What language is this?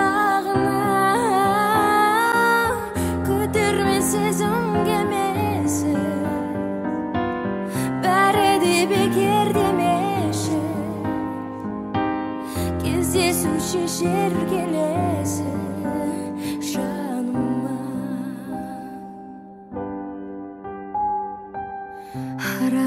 Kazakh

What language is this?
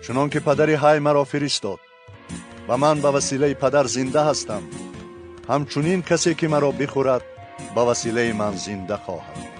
Tajik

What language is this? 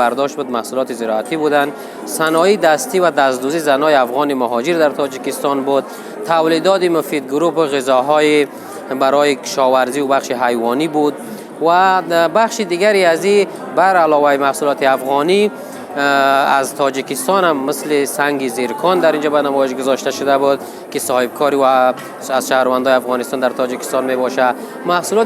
Persian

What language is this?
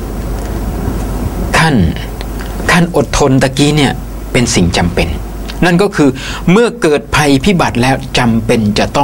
Thai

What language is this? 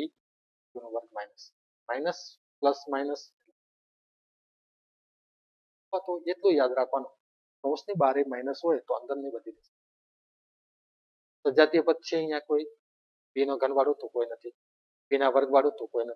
Gujarati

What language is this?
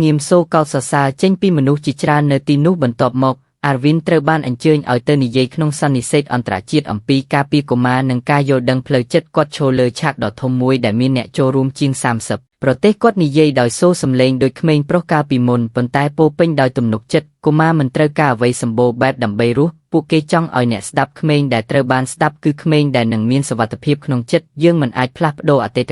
Khmer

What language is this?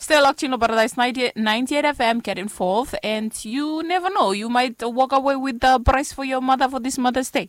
Bislama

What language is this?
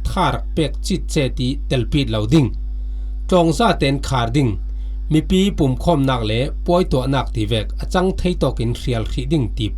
Falam Chin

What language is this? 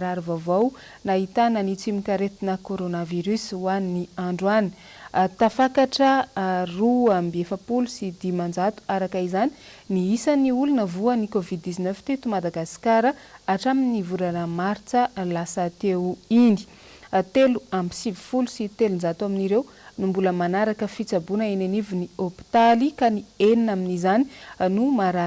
Malagasy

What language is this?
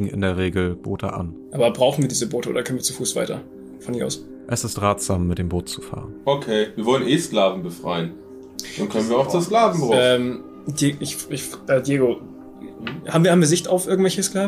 German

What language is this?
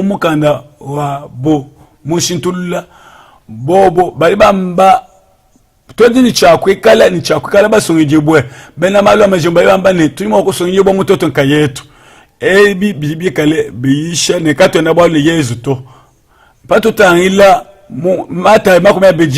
Luba-Lulua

